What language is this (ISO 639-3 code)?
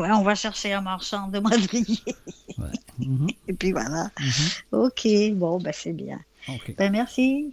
mfe